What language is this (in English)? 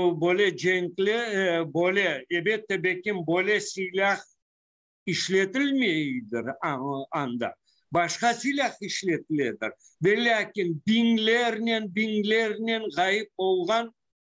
Crimean Tatar